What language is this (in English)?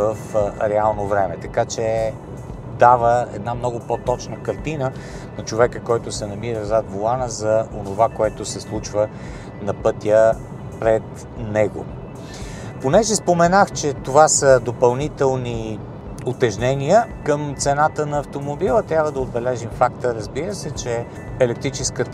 Bulgarian